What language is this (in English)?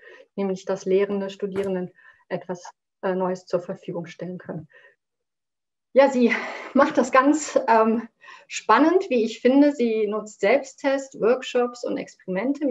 German